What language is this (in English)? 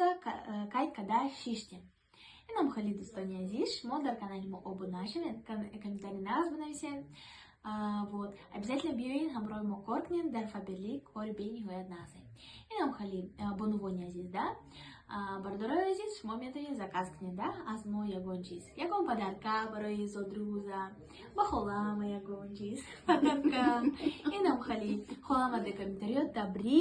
Tajik